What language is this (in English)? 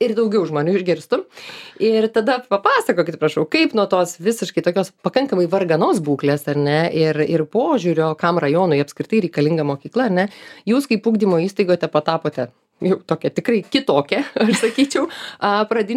Lithuanian